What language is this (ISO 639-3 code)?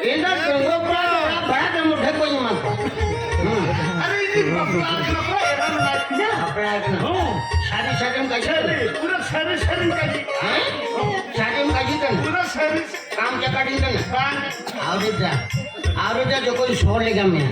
sat